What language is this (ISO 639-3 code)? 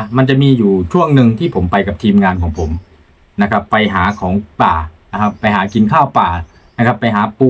tha